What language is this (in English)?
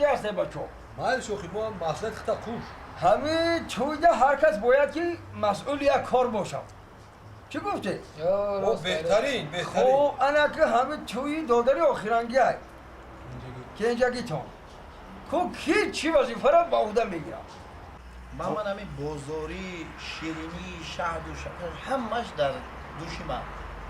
Tajik